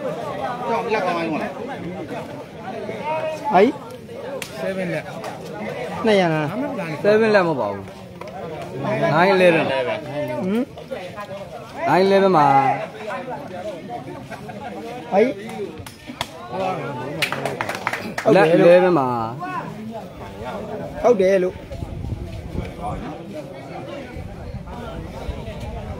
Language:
Burmese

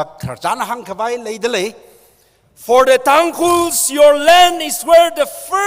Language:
Tangkhul Naga (India)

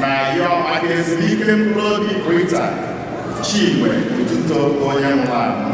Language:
Igbo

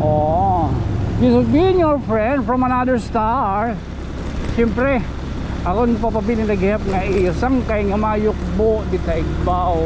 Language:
Waray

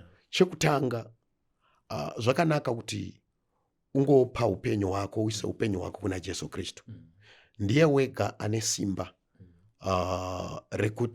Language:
Shona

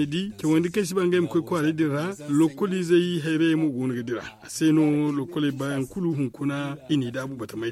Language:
Zarma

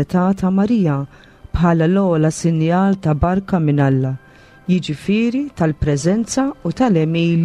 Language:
Maltese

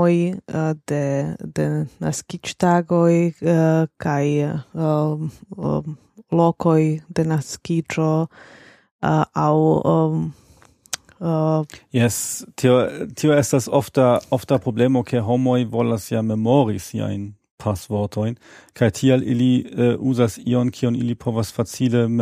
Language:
Esperanto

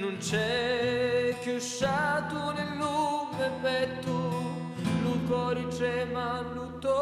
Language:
Sicilian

